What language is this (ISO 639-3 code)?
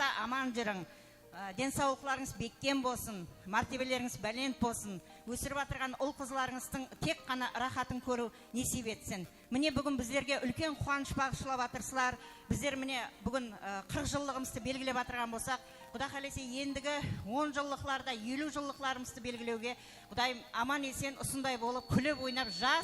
kaa